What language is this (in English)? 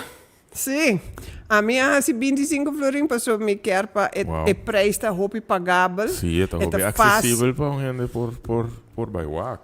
Papiamento